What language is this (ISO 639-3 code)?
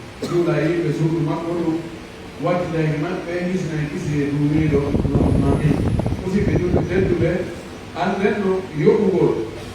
fuf